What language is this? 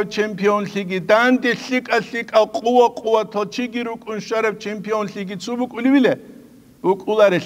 Avaric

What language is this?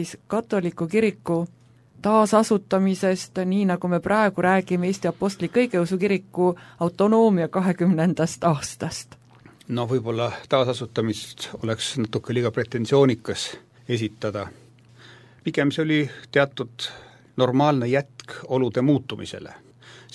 Estonian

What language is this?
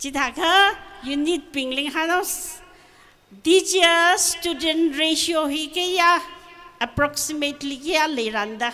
Tangkhul Naga (India)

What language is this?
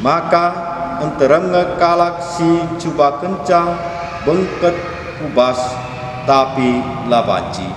Batak Karo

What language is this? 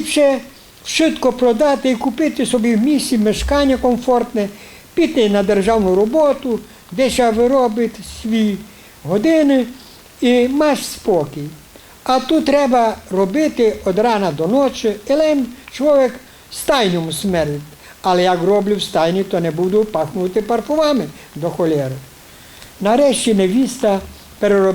Rusyn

